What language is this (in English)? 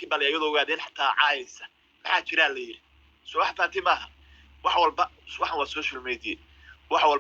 Somali